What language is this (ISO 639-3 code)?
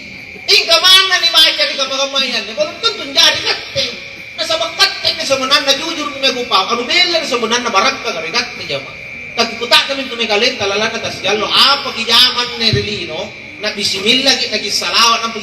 mak